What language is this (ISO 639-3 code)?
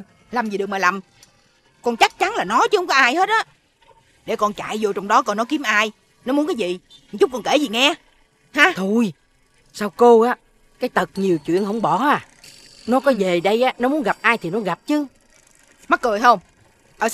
vie